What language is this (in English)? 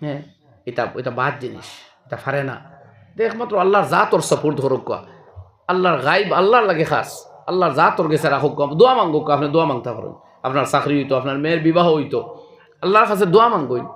Sylheti